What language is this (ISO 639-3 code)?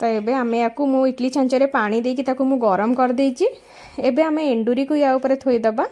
ori